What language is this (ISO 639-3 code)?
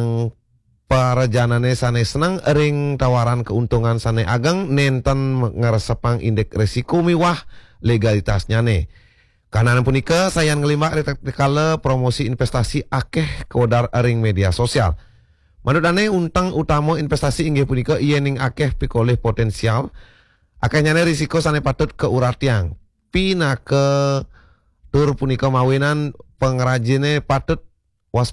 ban